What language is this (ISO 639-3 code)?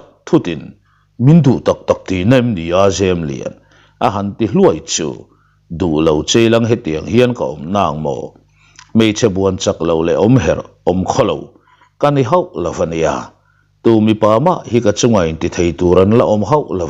lus